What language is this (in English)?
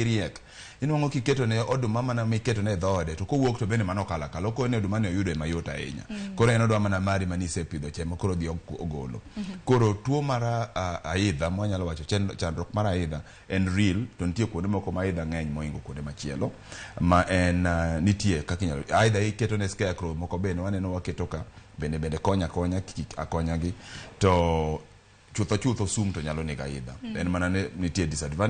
Luo (Kenya and Tanzania)